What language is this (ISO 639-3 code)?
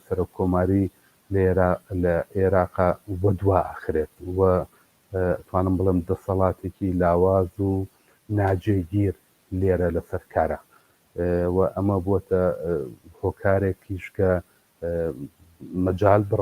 ckb